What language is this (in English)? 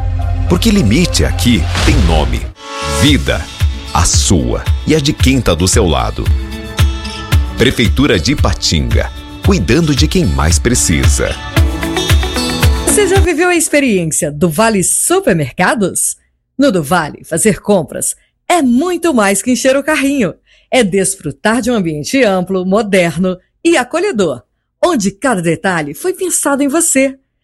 Portuguese